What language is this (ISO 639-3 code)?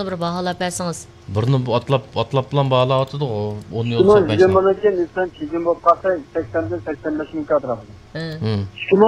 uig